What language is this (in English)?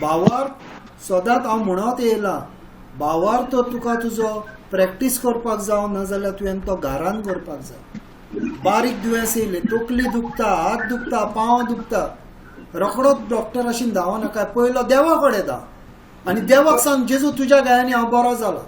Konkani